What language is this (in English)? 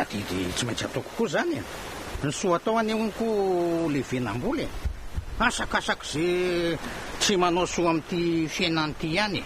Malagasy